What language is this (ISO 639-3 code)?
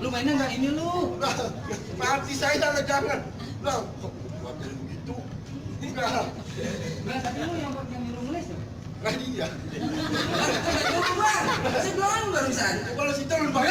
bew